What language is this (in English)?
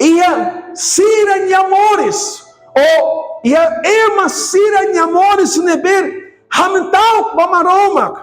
Tetum